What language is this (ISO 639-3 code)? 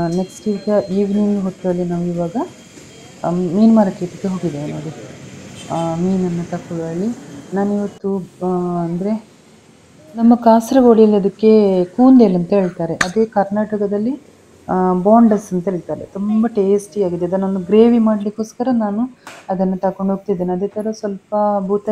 kan